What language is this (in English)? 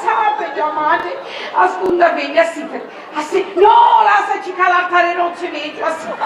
Sicilian